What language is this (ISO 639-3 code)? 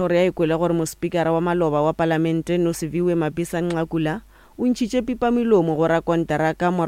nso